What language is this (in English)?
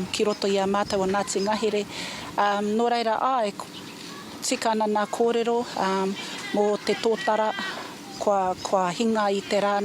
Māori